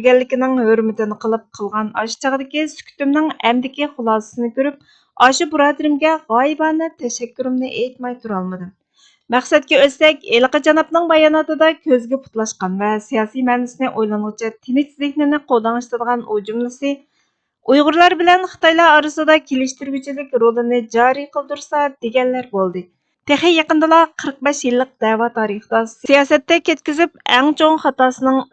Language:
Uyghur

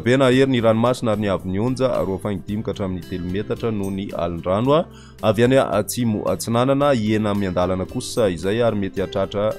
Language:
Malagasy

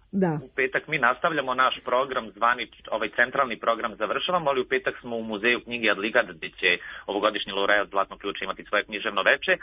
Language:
Serbian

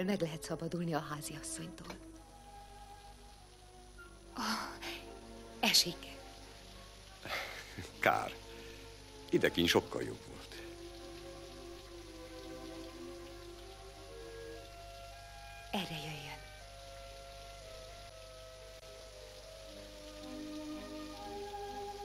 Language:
Hungarian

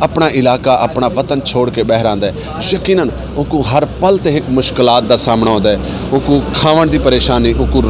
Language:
Western Panjabi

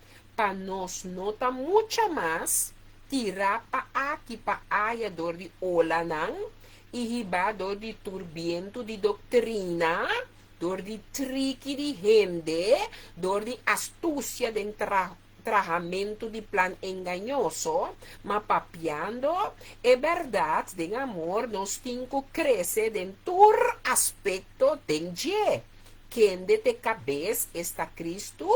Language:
Papiamento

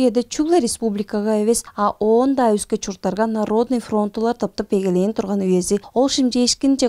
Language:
Tuvinian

